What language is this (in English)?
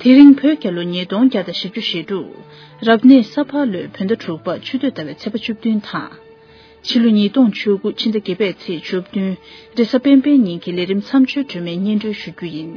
Tibetan